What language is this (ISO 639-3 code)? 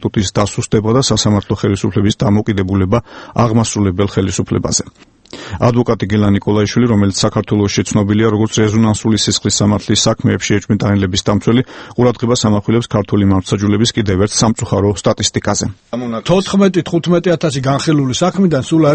kat